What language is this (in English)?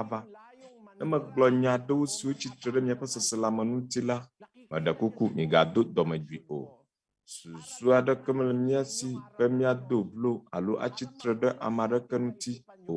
Ewe